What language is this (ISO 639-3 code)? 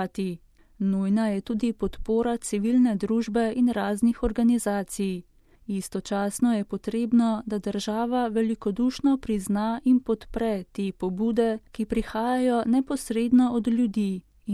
slv